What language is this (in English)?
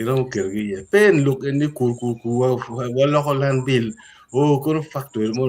Acoli